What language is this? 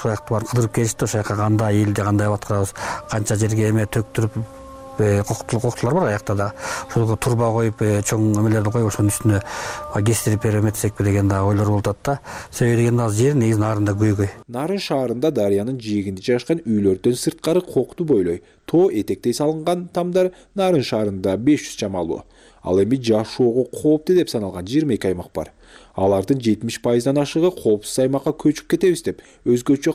Kyrgyz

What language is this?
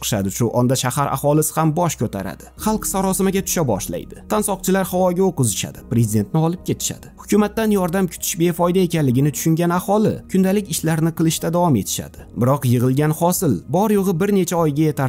Uzbek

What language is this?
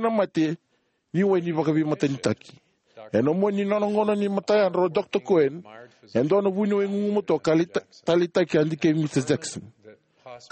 Fijian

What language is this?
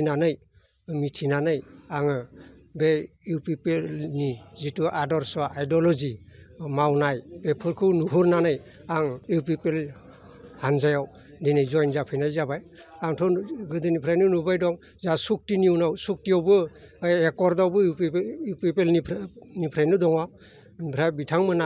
Bodo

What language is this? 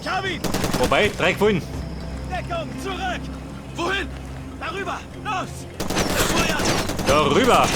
Bavarian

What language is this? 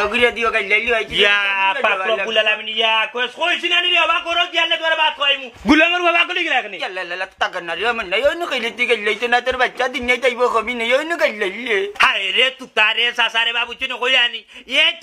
Sylheti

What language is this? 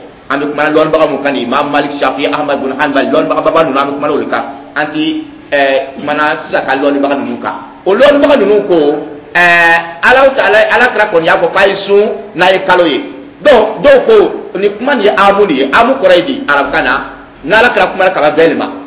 Dyula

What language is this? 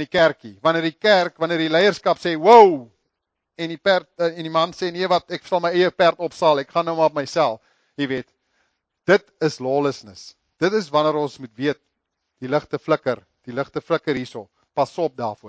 Afrikaans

